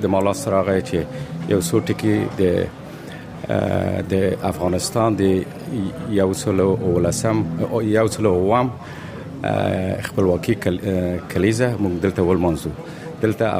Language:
Pashto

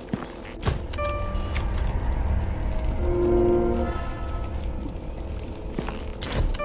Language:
German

